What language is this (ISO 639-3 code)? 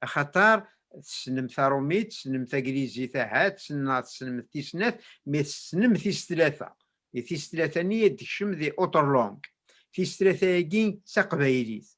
kab